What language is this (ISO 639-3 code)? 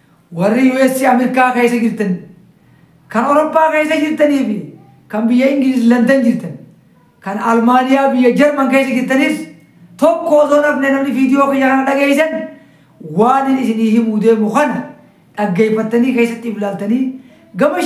orm